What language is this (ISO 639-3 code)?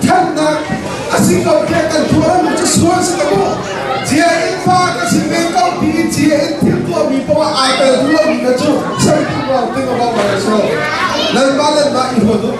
cnh